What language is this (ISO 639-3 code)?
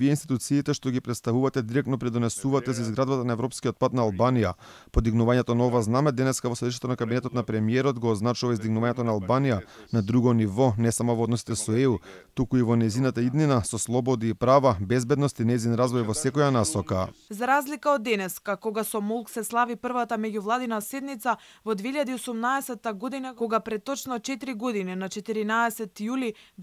mkd